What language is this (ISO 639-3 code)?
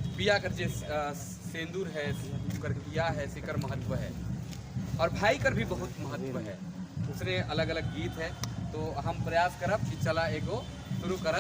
sck